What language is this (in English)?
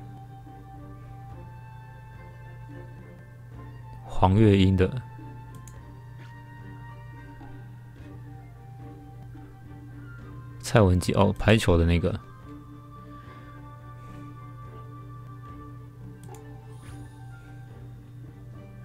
Chinese